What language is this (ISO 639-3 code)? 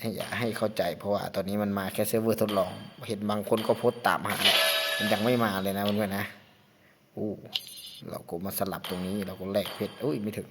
lao